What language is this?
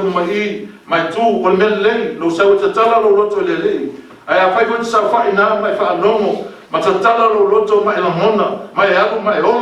Samoan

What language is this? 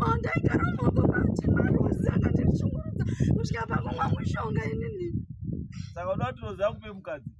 Shona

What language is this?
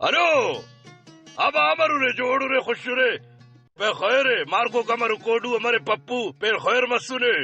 Brahui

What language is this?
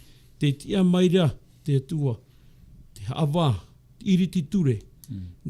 Tahitian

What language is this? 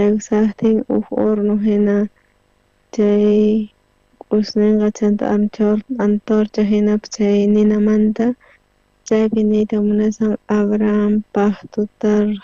South Bolivian Quechua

